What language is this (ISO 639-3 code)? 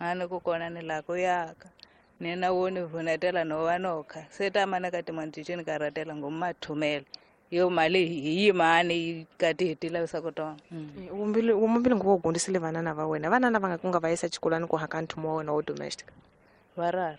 tso